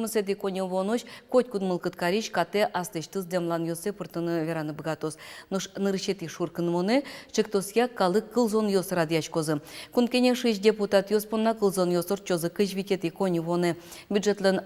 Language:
Udmurt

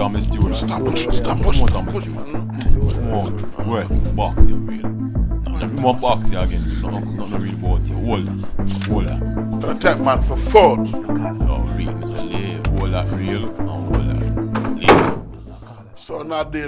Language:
Jamaican Creole English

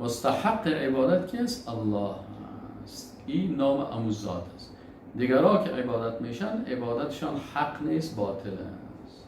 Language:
Persian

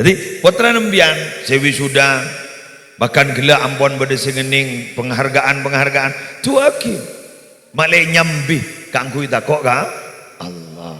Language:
Madurese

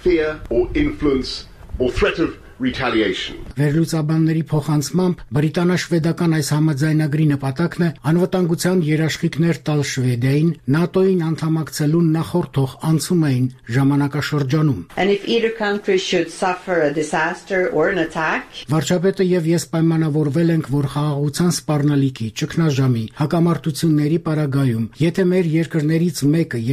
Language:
Armenian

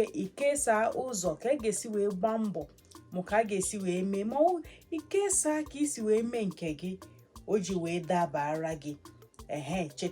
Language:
Igbo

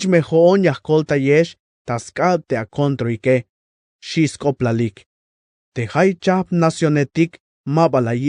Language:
Tzeltal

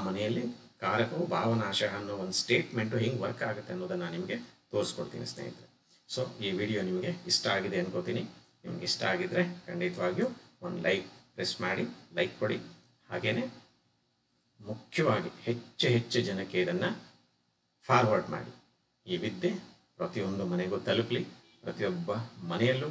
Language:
Kannada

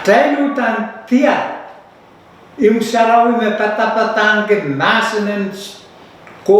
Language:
Pohnpeian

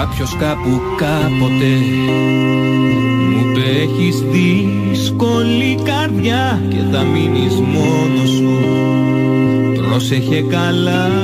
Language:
Greek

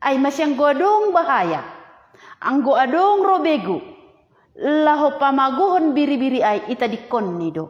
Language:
Batak Simalungun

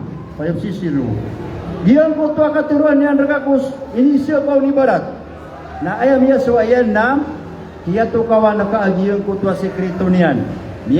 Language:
Maranao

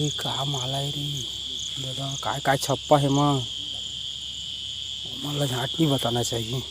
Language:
Chhattisgarhi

